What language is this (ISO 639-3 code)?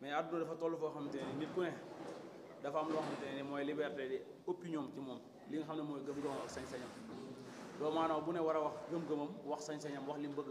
wol